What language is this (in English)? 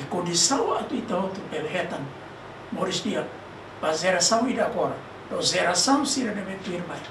Tetum